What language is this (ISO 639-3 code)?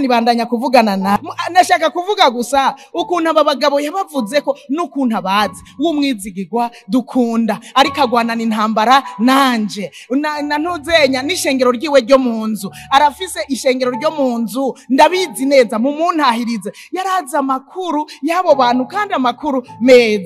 run